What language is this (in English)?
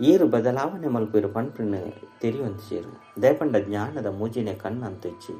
Tulu